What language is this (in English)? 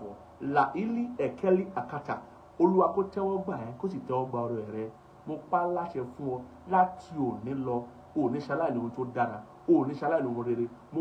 Yoruba